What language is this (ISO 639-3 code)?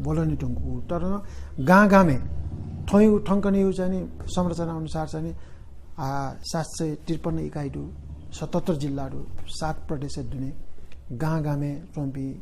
new